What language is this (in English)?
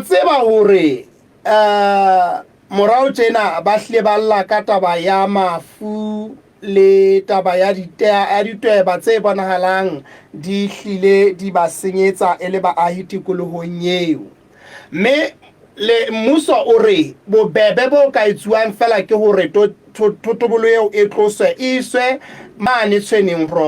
Southern Sotho